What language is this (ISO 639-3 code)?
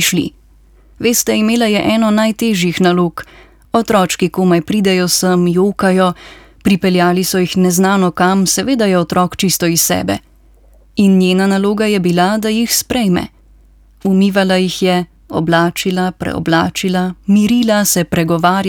slv